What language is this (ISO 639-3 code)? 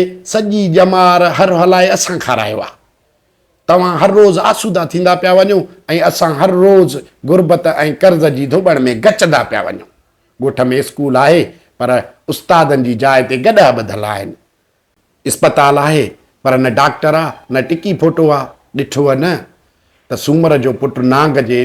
snd